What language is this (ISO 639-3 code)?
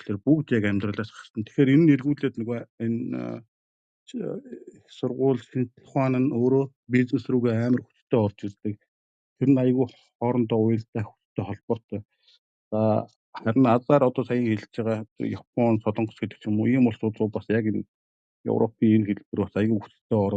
mon